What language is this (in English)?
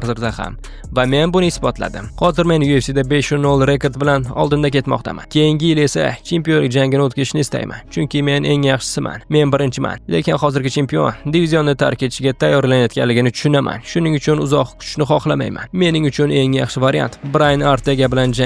Uzbek